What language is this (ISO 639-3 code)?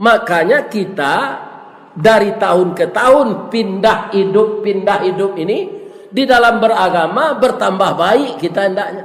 min